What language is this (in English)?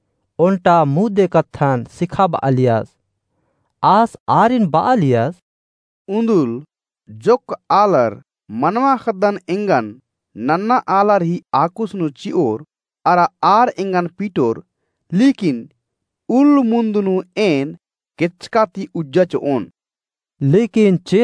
Kurukh